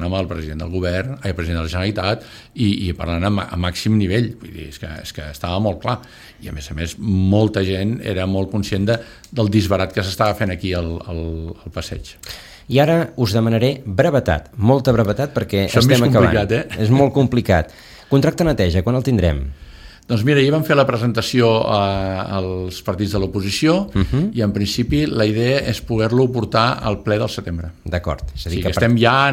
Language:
Catalan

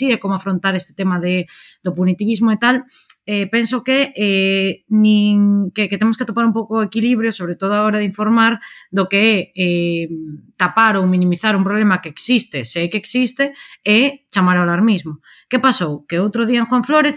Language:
Galician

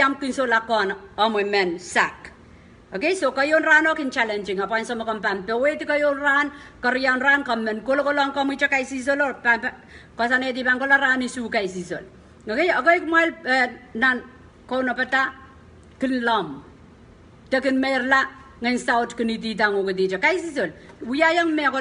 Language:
Pohnpeian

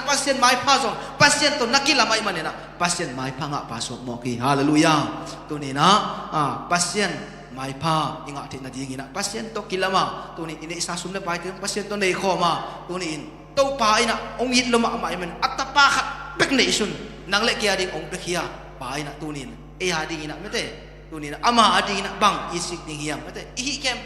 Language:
Tedim Chin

